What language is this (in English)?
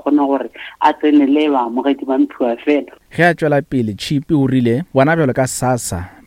Northern Sotho